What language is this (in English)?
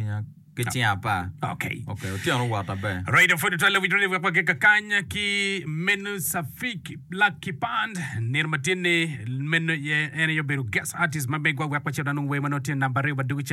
Acoli